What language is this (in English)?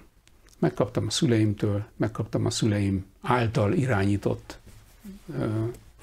Hungarian